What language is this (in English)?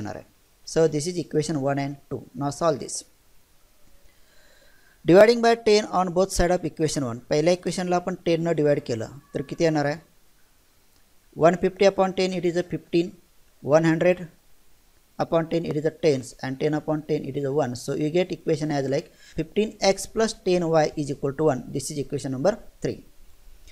Marathi